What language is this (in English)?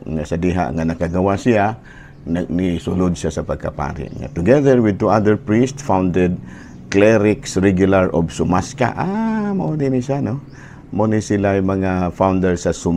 Cebuano